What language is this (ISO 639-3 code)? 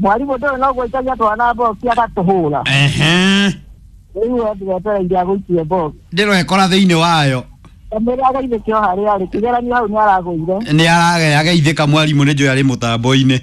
kik